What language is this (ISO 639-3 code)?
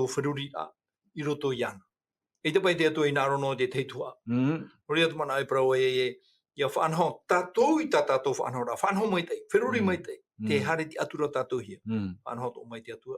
tah